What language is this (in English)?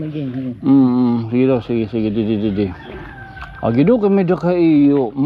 Waray